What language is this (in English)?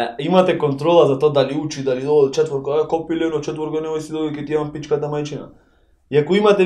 Macedonian